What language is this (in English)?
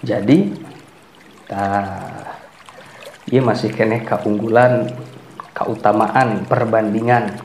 Sundanese